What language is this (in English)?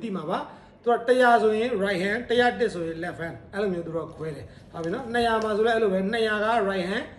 Burmese